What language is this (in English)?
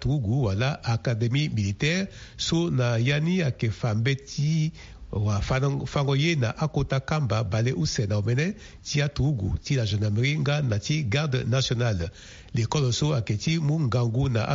Sango